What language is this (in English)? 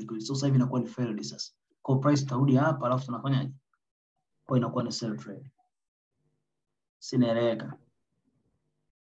Swahili